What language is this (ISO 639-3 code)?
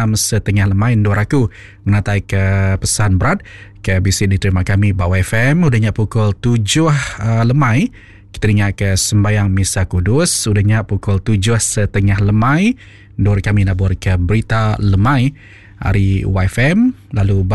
iba